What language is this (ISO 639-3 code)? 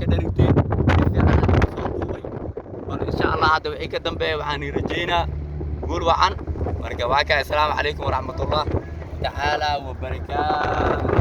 som